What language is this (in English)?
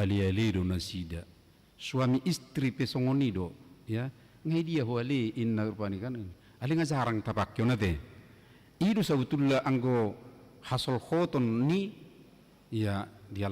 Batak Toba